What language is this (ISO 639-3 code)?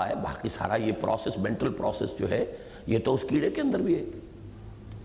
urd